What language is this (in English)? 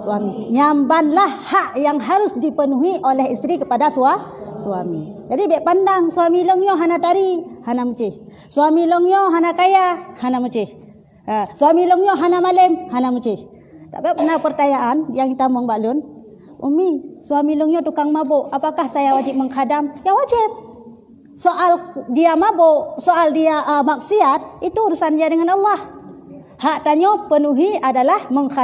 Achinese